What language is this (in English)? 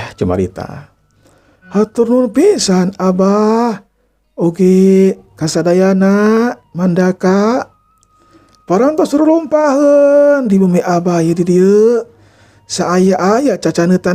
Sundanese